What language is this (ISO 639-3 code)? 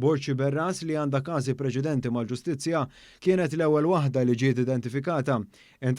mlt